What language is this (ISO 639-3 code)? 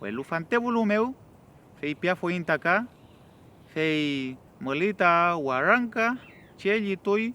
arn